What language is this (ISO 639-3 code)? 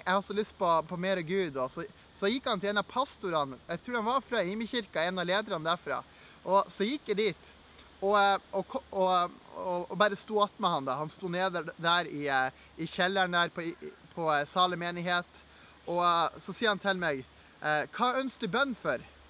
nor